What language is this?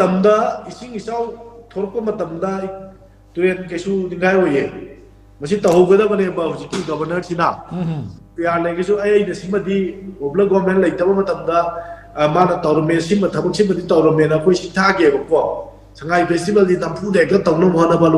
Manipuri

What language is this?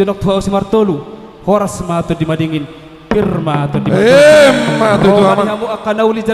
Batak Toba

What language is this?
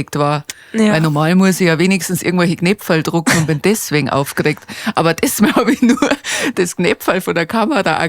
Bavarian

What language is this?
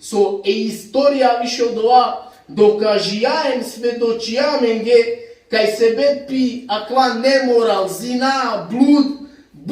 Balkan Romani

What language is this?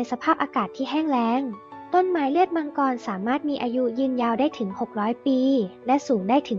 Lao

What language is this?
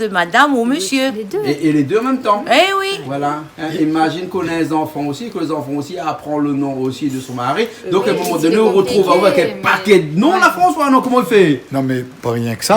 Réunion Creole French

